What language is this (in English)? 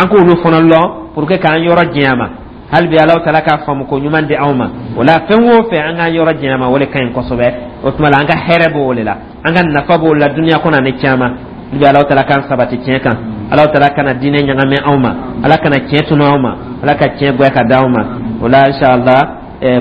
Dyula